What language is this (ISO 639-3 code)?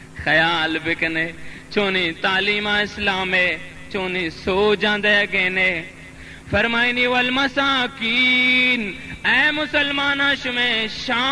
bal